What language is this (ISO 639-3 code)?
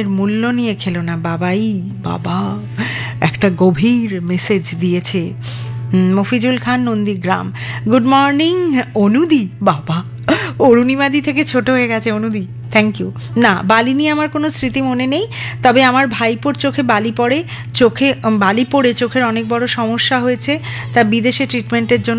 ben